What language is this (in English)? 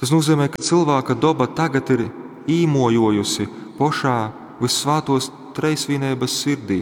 Latgalian